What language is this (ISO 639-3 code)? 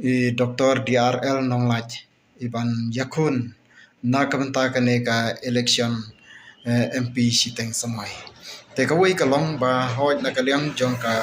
kha